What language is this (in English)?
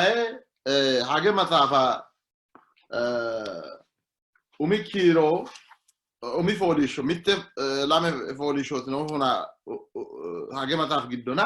Sidamo